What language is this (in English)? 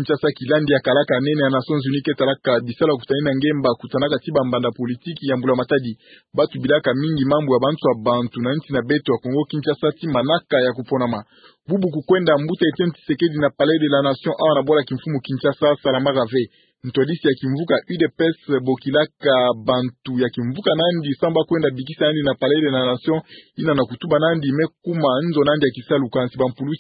Kituba (Democratic Republic of Congo)